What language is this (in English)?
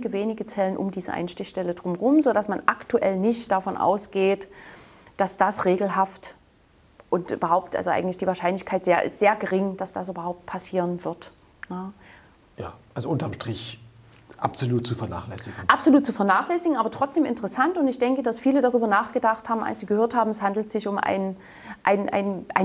German